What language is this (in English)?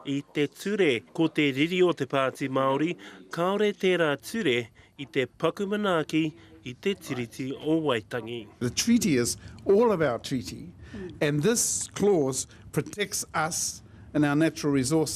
Māori